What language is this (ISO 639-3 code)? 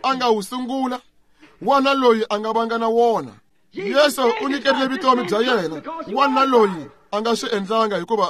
tso